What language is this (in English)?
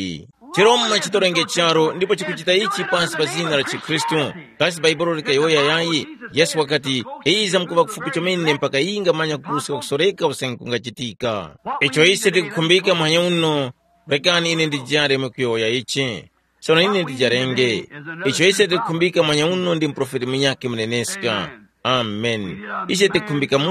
Tumbuka